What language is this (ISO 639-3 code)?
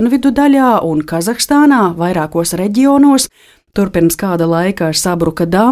lav